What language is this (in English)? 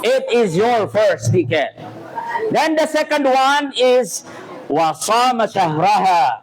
Maranao